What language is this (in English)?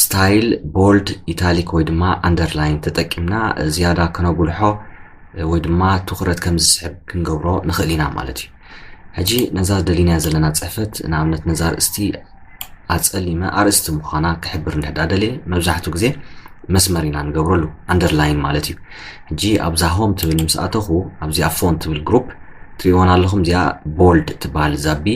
Tigrinya